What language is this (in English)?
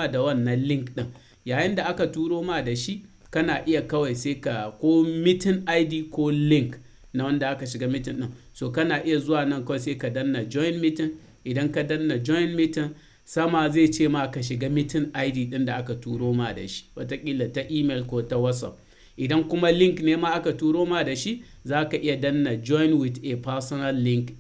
Hausa